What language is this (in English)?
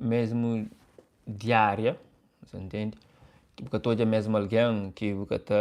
Kabuverdianu